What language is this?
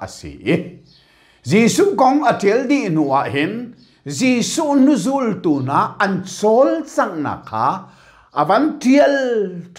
Hakha Chin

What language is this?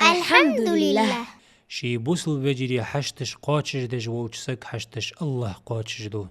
Ingush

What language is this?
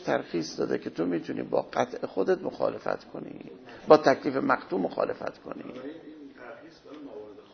Persian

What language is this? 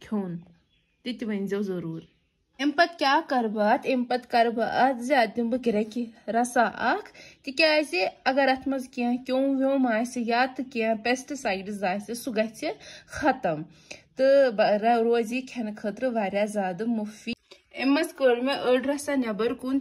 Kashmiri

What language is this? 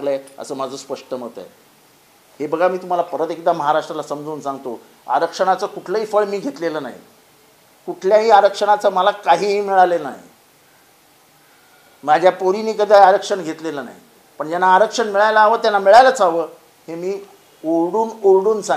Marathi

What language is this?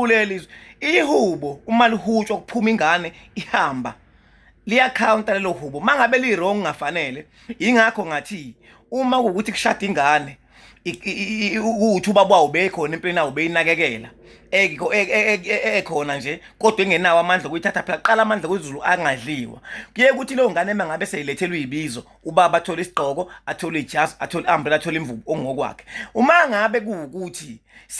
Zulu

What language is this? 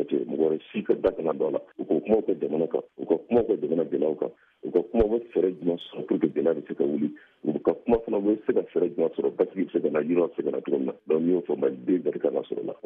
Bambara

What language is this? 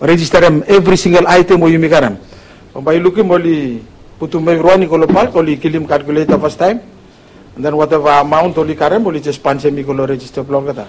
Bislama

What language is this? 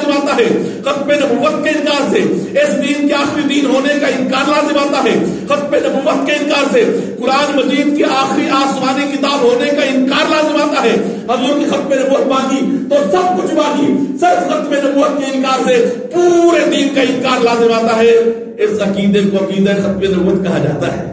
Urdu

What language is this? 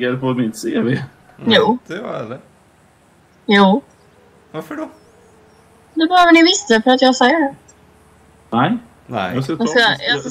Swedish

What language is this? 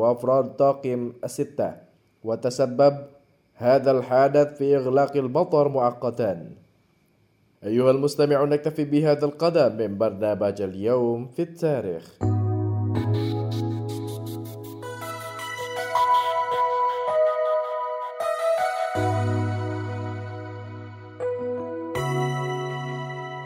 Arabic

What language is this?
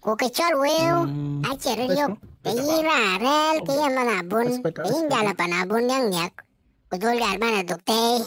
Dinka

